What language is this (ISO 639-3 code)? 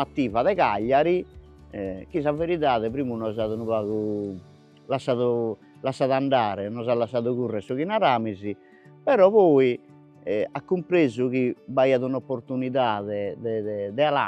srd